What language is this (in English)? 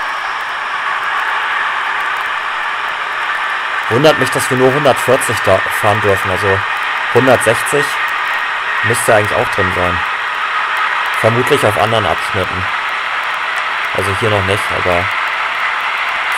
German